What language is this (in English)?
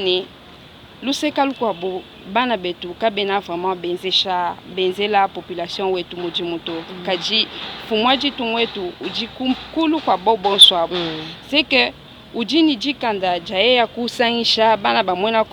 Luba-Lulua